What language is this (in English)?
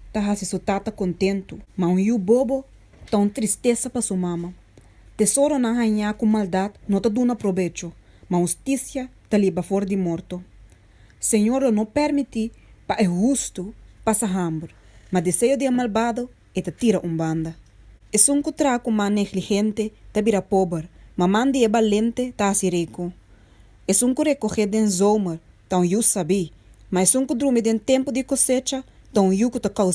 Papiamento